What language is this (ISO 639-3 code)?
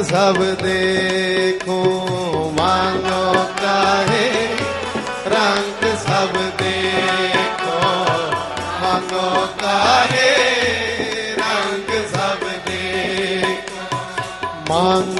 pan